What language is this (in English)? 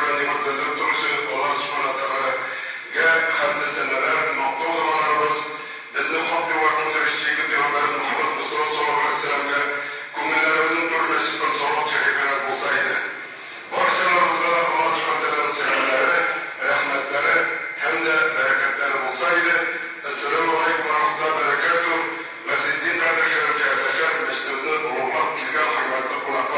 Tatar